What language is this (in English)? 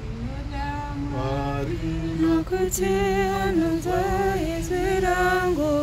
Shona